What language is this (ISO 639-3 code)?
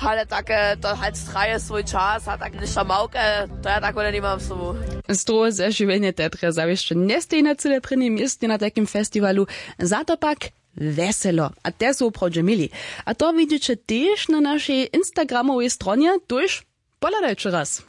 hsb